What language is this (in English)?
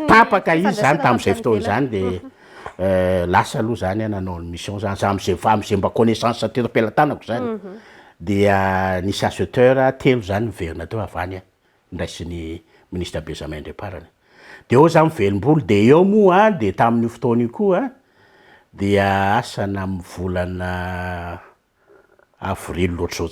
Malagasy